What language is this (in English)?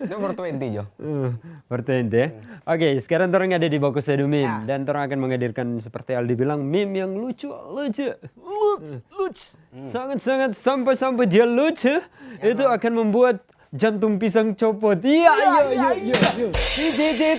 Manado Malay